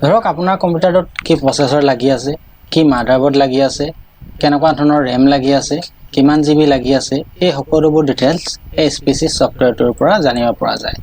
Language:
Assamese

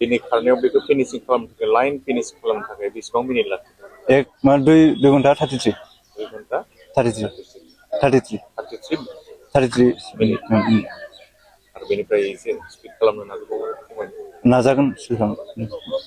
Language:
Bodo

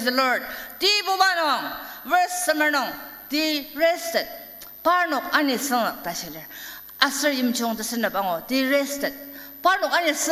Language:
Ao Naga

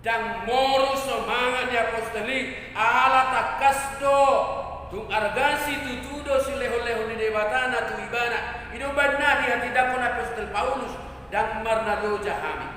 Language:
Batak Toba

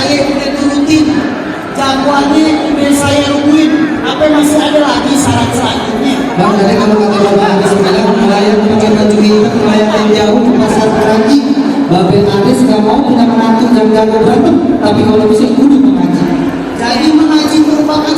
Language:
Betawi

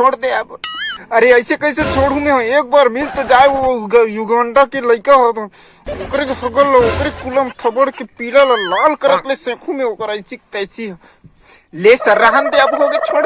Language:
Chhattisgarhi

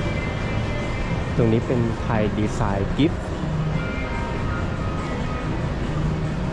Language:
Thai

